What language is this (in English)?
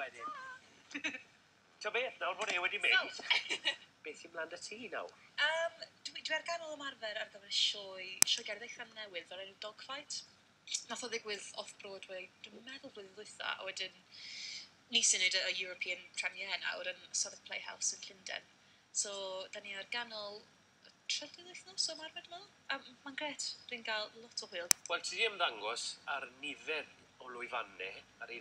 Welsh